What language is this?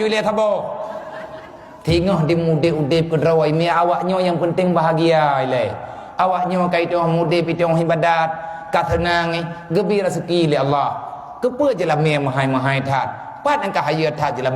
Achinese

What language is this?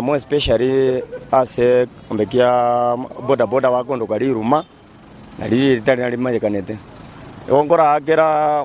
Gusii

